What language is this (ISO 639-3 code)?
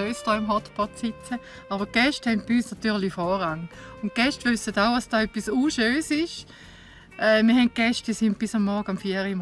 gsw